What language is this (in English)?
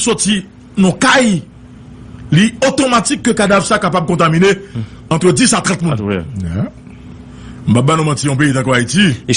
Haitian Creole